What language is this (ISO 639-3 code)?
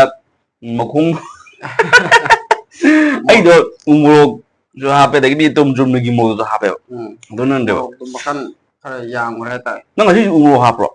mni